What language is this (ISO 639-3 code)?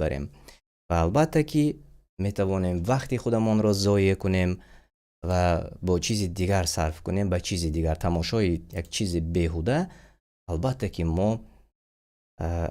tgk